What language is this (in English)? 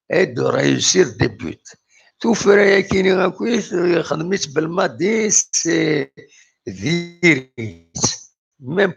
Kabyle